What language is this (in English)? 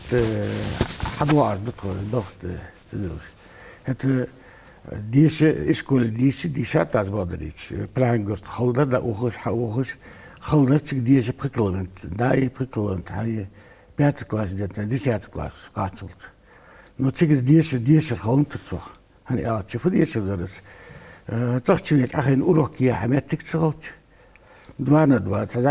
Ingush